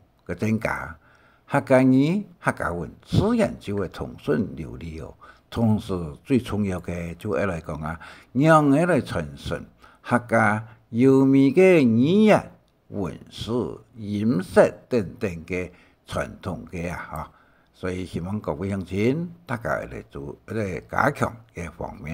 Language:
Hakka Chinese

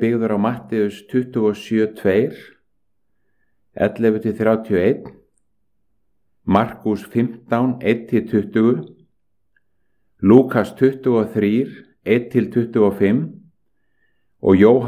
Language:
Icelandic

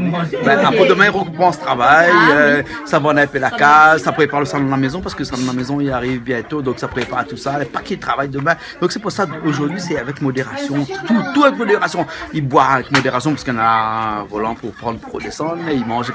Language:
Réunion Creole French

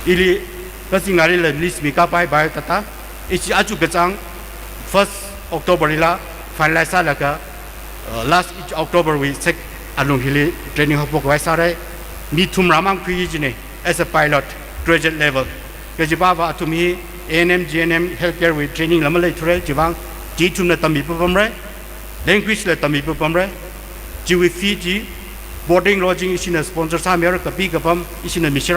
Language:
Tangkhul Naga (India)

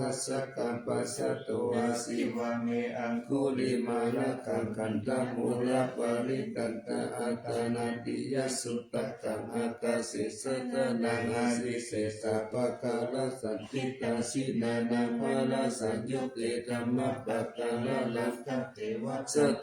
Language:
Pali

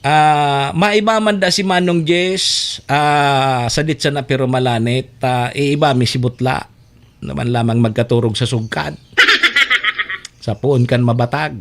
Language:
Bikol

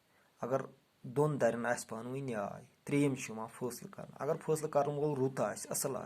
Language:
Kashmiri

